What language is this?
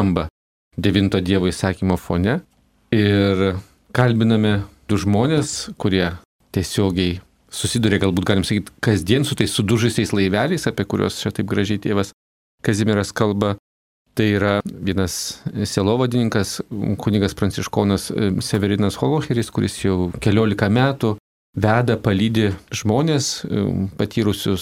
Lithuanian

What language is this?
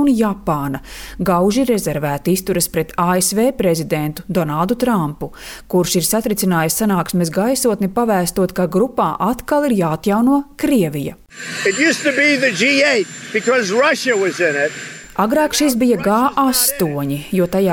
Latvian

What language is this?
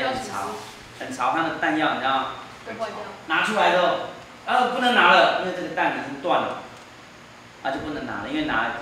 Chinese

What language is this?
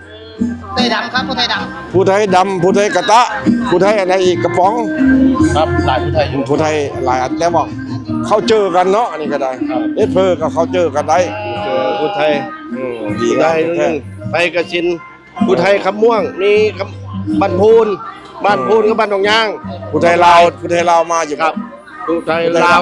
Northeastern Thai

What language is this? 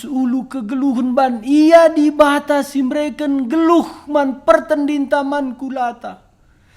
Batak Karo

